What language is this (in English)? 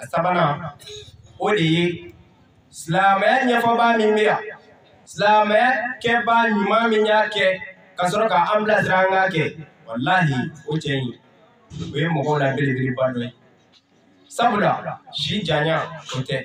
Bambara